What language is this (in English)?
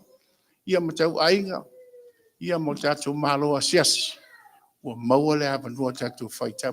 Samoan